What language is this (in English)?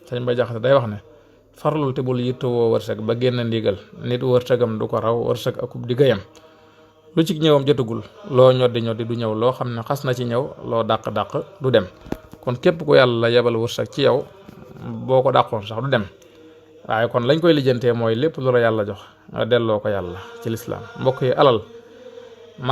Wolof